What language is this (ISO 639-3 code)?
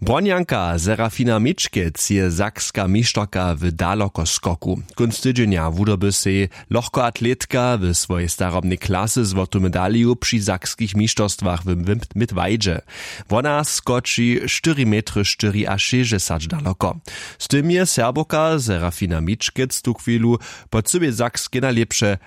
hsb